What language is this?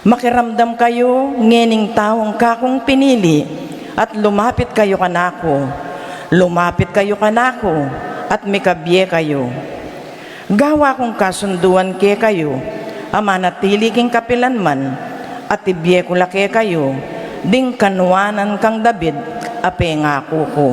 Pampanga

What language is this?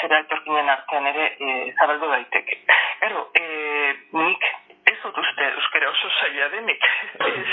Basque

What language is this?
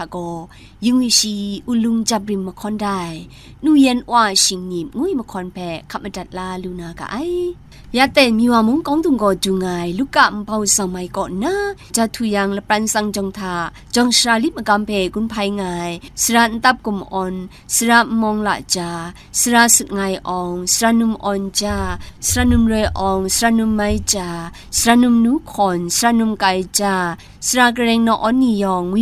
Kachin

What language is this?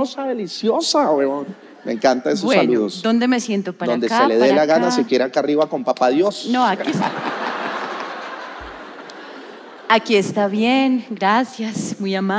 Spanish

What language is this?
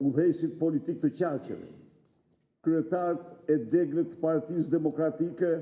Albanian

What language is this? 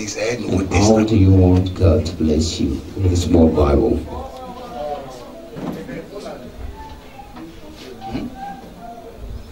French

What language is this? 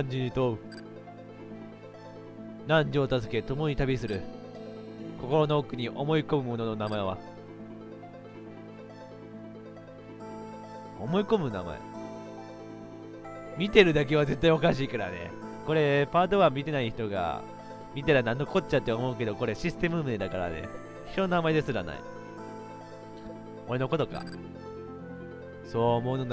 Japanese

